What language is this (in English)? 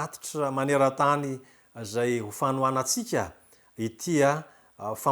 Malagasy